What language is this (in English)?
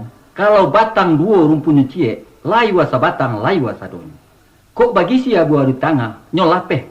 Minangkabau